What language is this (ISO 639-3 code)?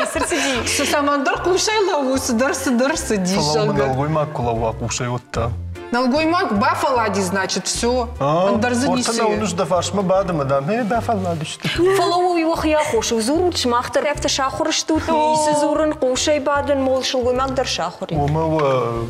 oss